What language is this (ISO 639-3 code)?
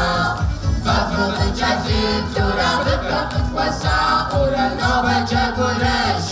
kbd